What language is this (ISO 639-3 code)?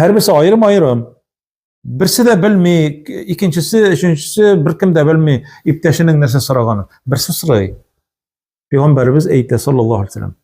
tat